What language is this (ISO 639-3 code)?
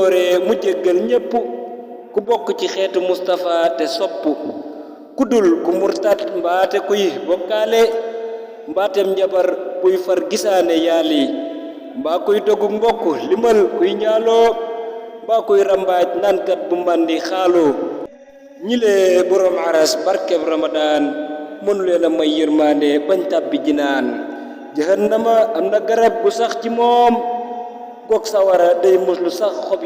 wol